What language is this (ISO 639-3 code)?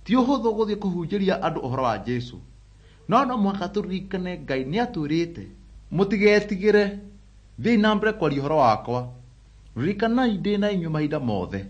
kik